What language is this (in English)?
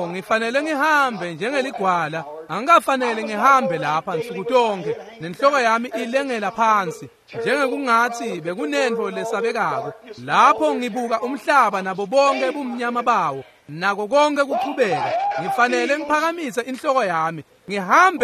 Swati